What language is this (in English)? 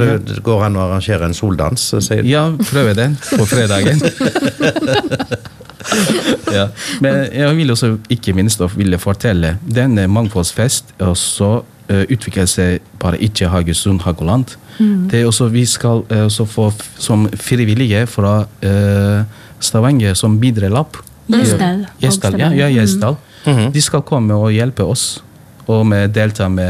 Norwegian